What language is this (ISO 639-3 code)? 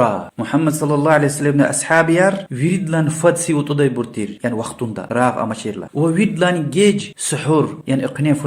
lez